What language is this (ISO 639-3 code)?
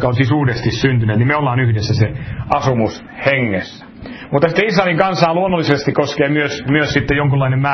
fin